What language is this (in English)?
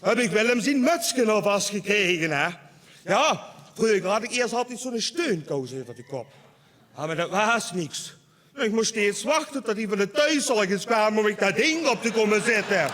Limburgish